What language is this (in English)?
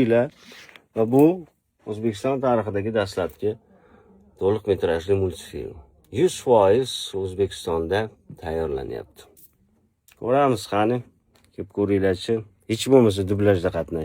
Uzbek